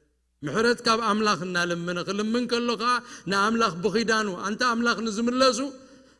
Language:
Tigrinya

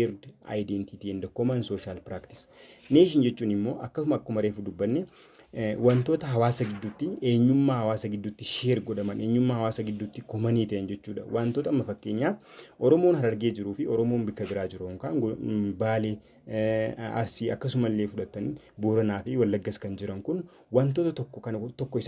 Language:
Oromo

